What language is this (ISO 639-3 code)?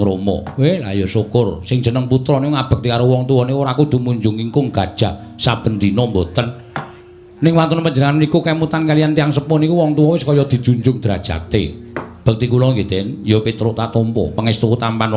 jav